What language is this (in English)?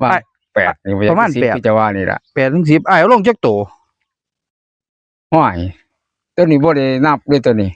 Northeastern Thai